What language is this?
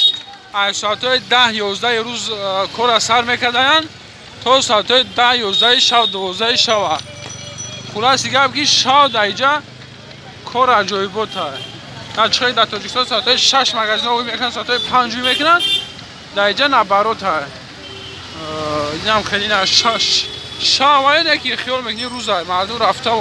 Tajik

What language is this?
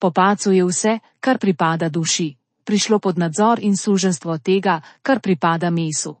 Slovenian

